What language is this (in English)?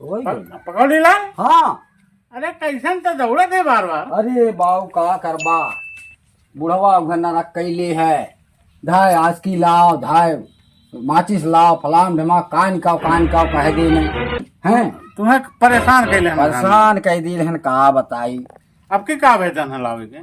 Awadhi